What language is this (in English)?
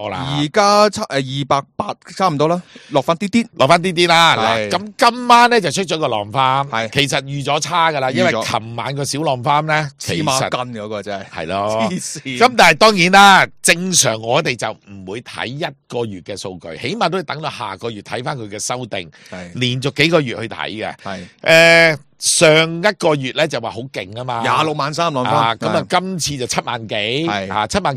Cantonese